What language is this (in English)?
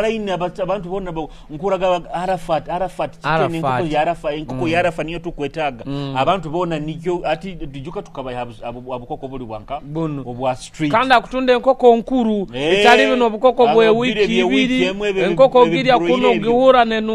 Nyoro